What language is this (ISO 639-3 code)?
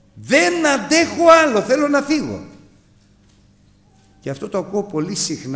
ell